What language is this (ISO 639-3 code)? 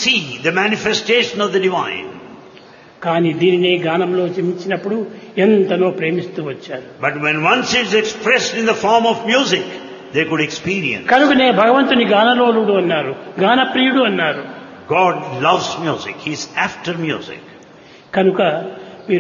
tel